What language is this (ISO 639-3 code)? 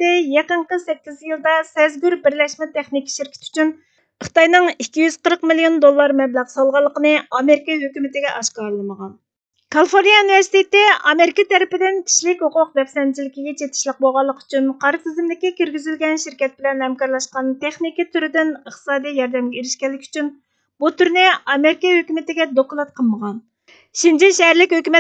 uig